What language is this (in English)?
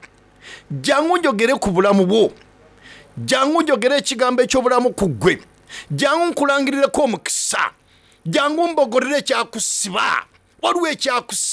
Soga